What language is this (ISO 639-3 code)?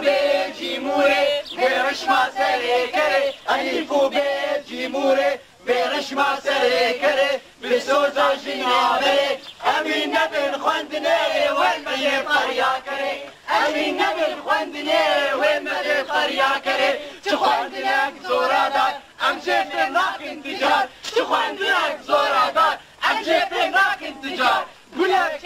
kur